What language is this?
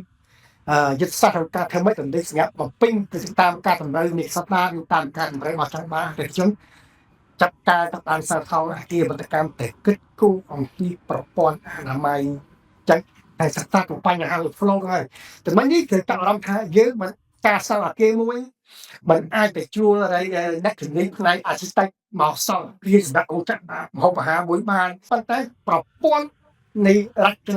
Khmer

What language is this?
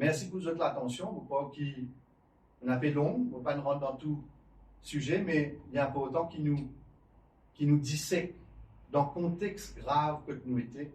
Morisyen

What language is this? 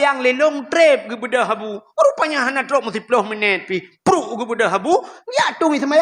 Achinese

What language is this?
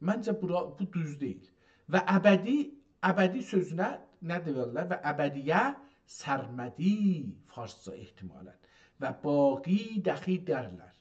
South Azerbaijani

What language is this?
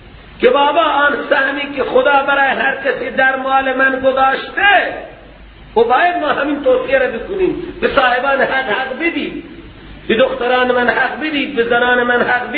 Persian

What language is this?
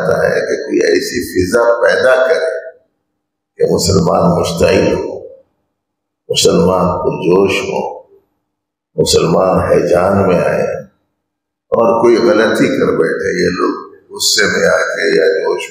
Urdu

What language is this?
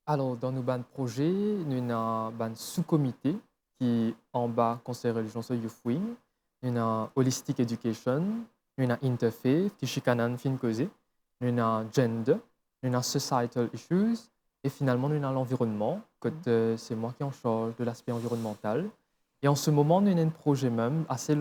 Morisyen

